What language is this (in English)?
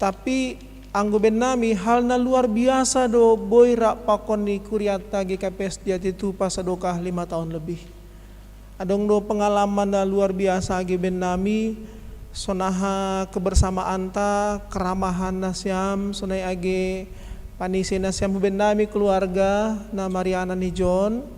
Batak Simalungun